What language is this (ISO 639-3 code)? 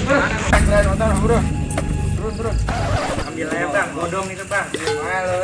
bew